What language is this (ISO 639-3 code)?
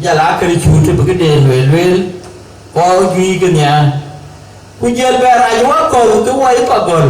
din